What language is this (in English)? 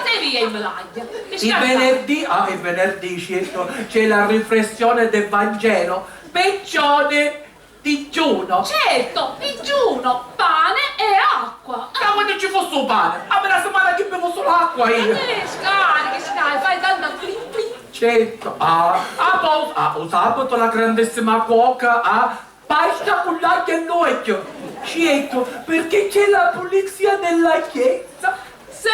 Sicilian